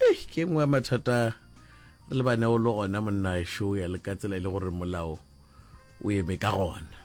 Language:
Northern Sotho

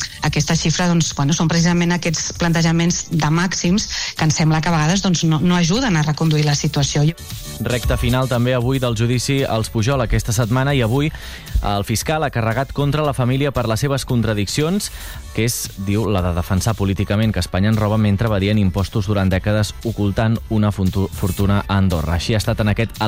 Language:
Catalan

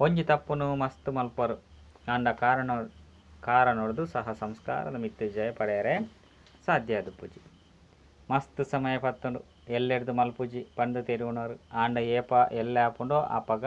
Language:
Tulu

